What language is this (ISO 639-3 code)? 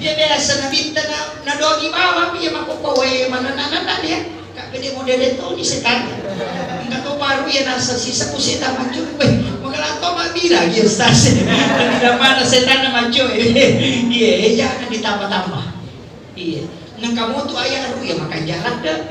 bug